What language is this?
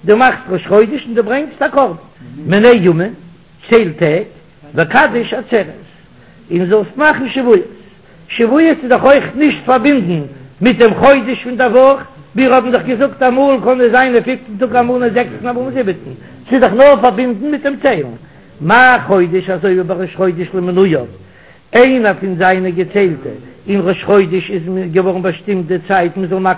Yiddish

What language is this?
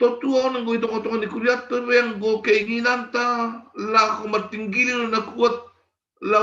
Batak Simalungun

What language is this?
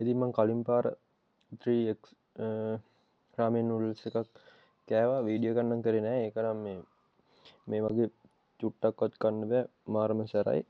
Sinhala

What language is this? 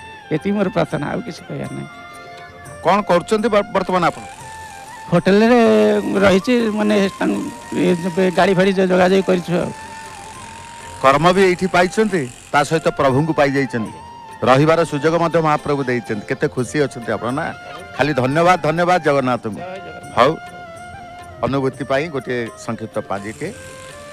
Odia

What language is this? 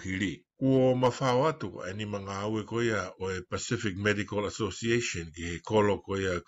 Tongan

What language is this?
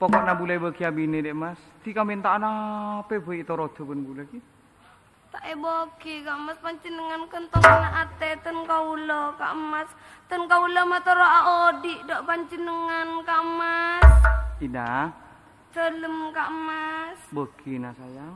Madurese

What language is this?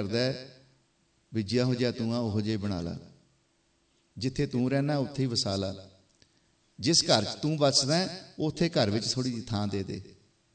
Punjabi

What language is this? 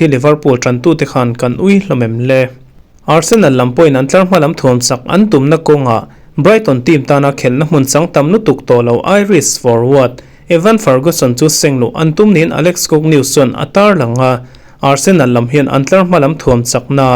Mizo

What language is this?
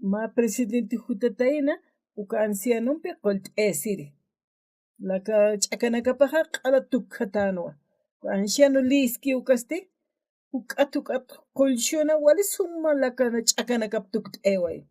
Aymara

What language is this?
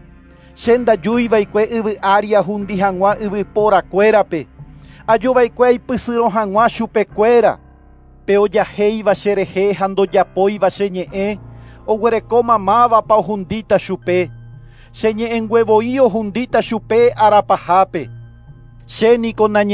Guarani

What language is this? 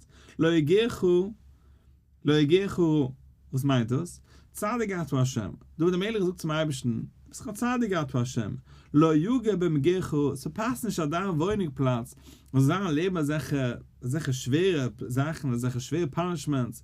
Yiddish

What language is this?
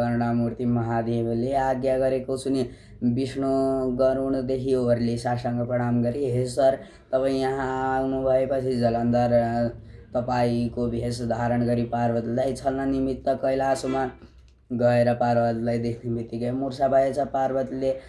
Nepali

